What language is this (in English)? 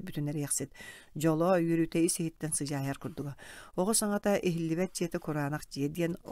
Yakut